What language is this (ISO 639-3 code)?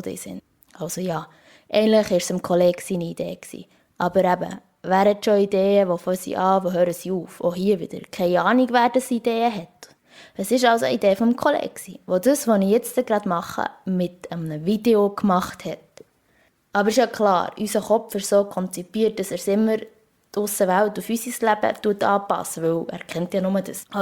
gsw